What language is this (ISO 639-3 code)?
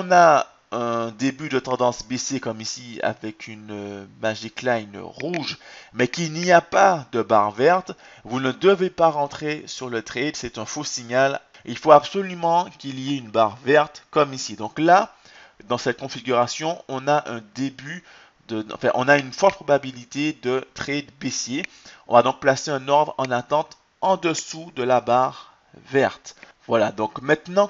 fra